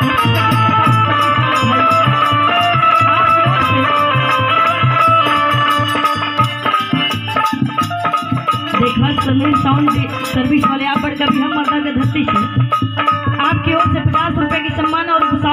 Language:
Bhojpuri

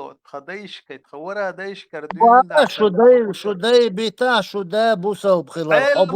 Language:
Chechen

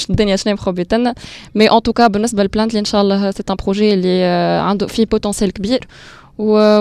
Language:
Tunisian Arabic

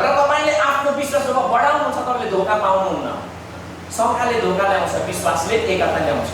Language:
Nepali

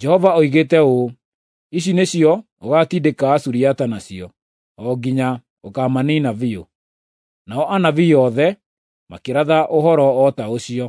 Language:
Kikuyu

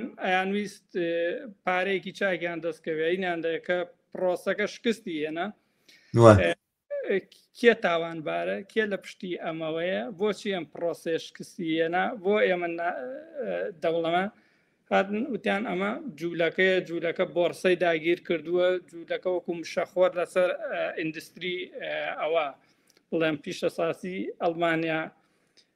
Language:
Central Kurdish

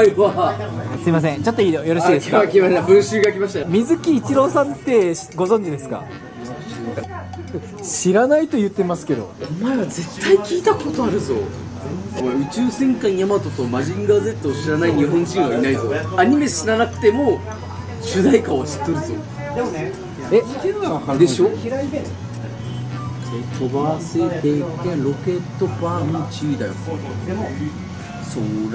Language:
Japanese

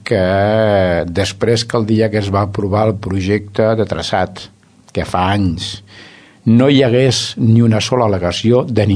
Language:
Catalan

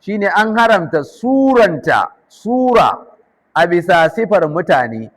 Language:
Hausa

